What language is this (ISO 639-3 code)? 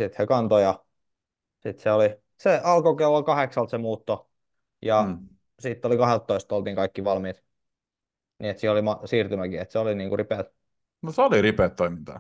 fin